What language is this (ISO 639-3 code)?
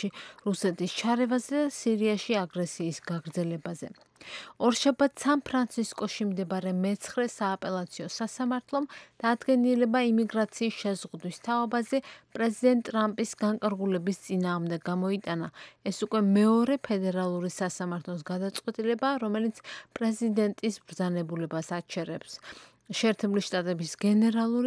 kat